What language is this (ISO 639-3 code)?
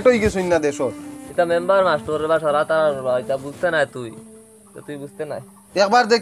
syl